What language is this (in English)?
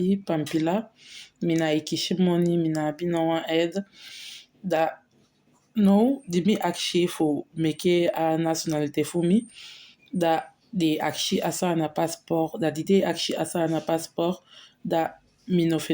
Eastern Maroon Creole